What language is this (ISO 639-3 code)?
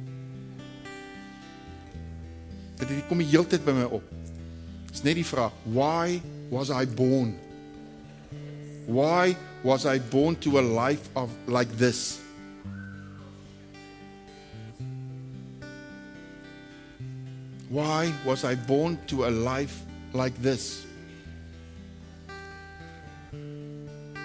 afr